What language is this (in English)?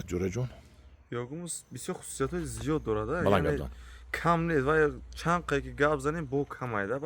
Tajik